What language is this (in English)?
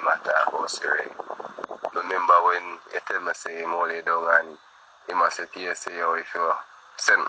Jamaican Creole English